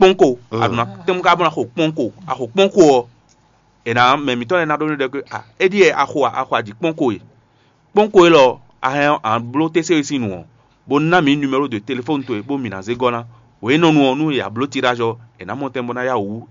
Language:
Fon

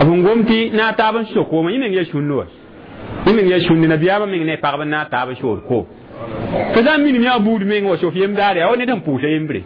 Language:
Mossi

